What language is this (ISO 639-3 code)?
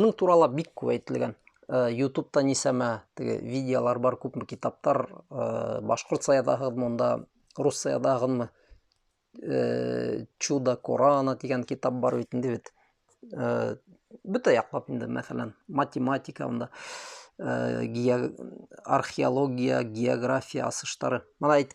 bak